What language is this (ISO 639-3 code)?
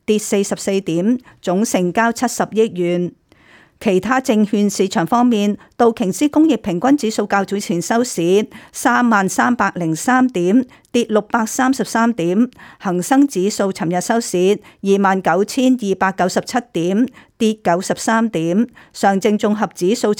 yue